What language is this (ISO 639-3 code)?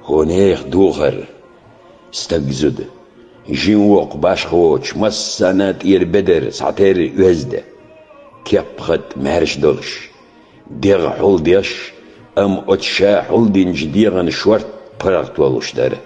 che